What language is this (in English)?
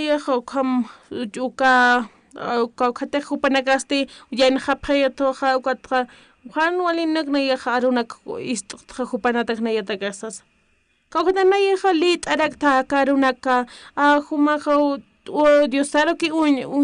Aymara